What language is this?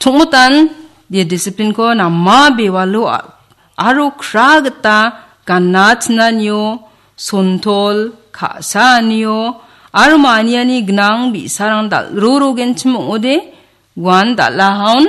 Garo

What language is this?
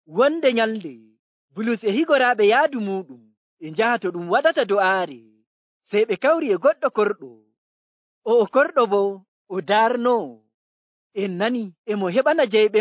Nigerian Fulfulde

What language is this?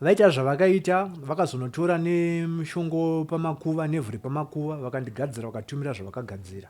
Shona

